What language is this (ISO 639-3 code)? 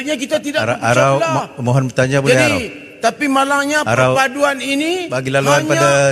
msa